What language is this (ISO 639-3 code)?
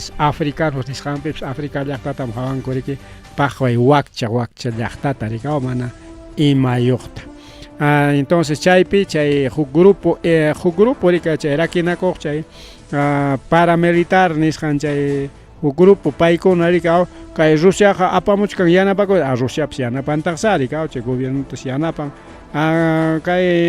quy